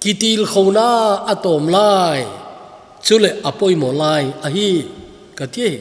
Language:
Thado Chin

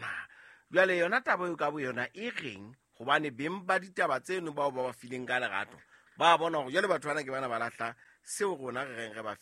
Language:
Southern Sotho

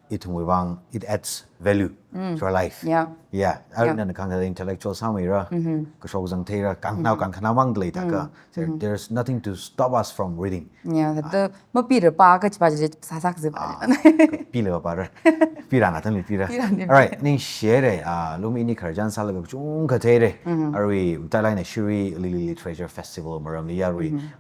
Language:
Tangkhul Naga (India)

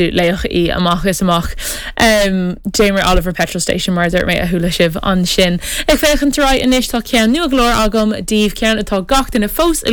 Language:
Irish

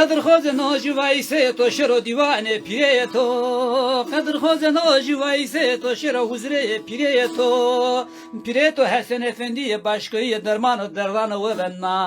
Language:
Zaza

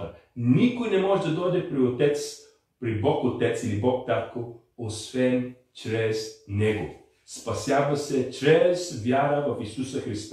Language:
Bulgarian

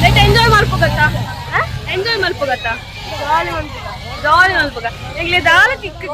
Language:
Tulu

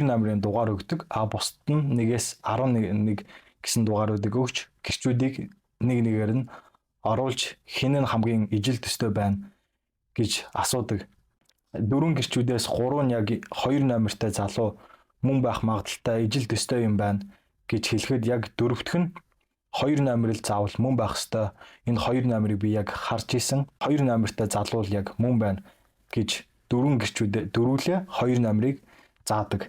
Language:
Mongolian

